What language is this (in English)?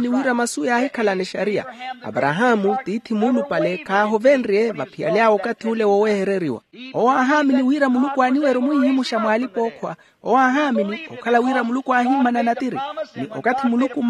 Makhuwa